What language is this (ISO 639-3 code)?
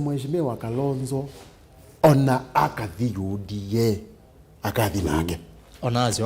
kam